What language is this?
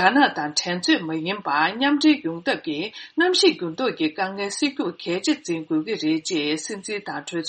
Tibetan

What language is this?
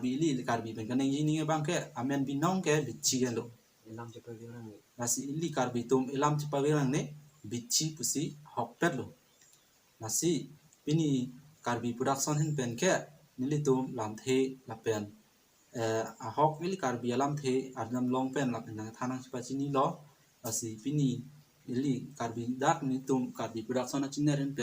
Karbi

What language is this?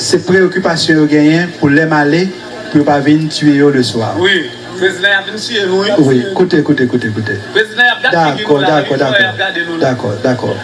Haitian Creole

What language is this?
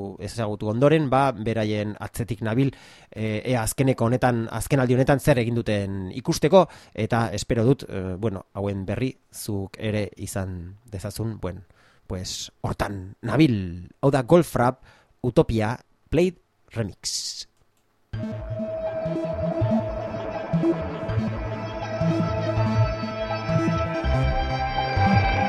Basque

